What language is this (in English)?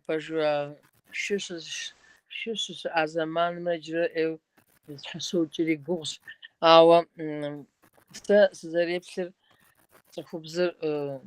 Kabardian